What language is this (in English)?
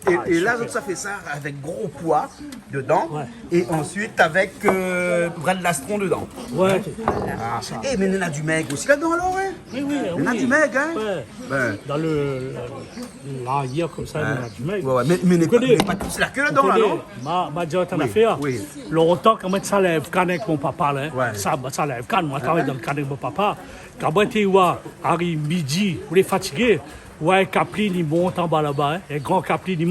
Réunion Creole French